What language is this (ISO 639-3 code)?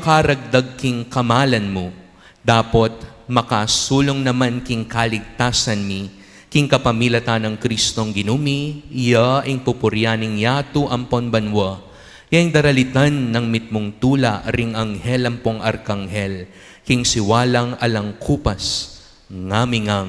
pam